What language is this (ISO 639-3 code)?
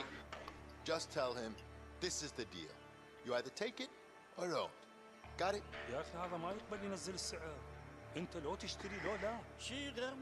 gsw